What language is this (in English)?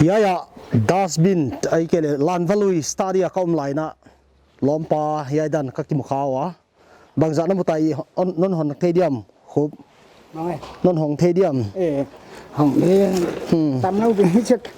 Paite Chin